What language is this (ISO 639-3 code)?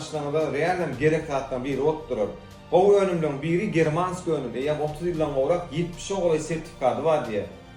tuk